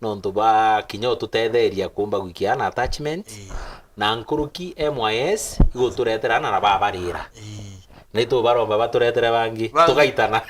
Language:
Meru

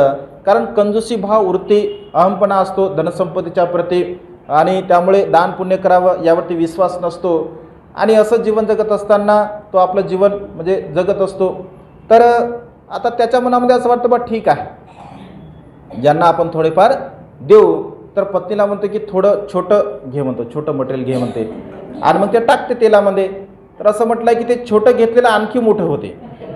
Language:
Marathi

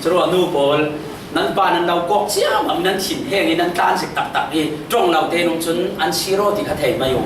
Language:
Falam Chin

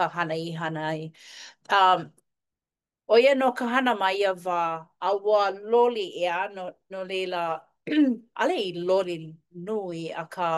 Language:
Hawaiian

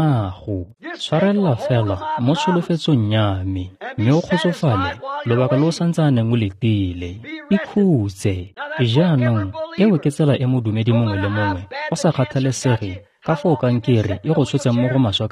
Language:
Tswana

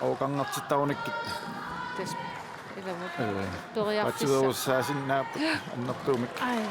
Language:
Kalaallisut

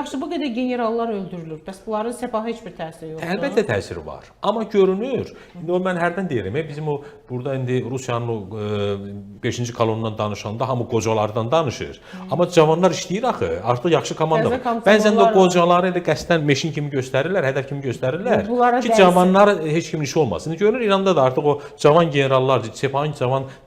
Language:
Azerbaijani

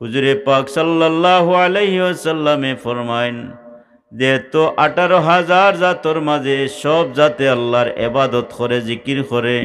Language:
Sylheti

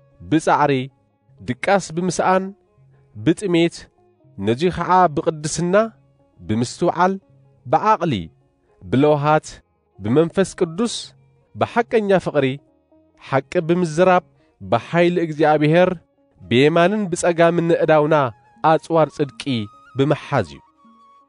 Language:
Tigrinya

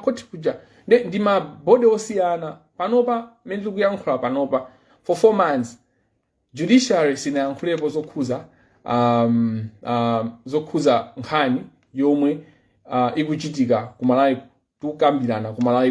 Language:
Nyanja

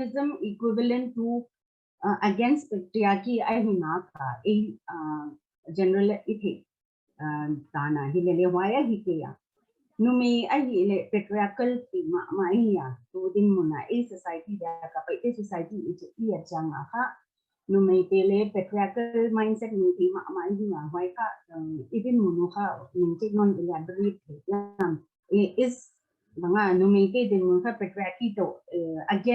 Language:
Paite Chin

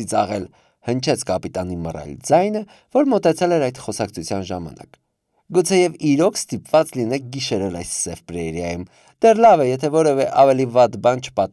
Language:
Armenian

